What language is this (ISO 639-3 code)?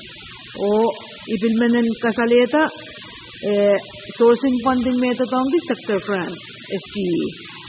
pon